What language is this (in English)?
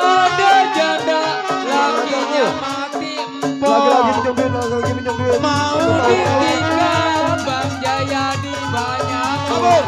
Betawi